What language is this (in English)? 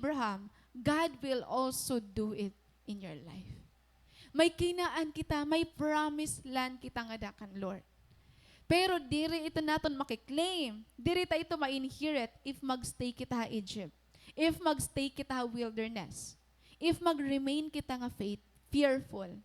Waray